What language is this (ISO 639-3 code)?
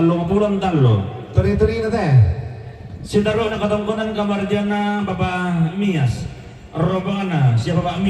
sda